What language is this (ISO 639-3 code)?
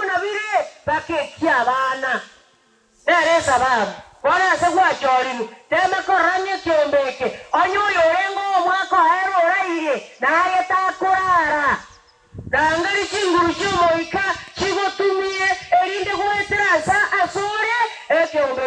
guz